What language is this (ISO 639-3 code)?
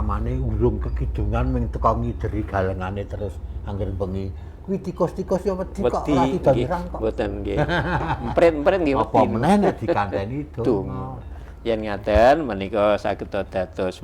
jav